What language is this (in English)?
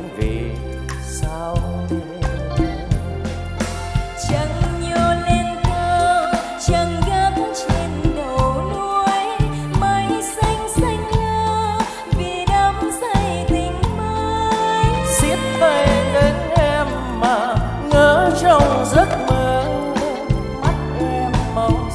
Vietnamese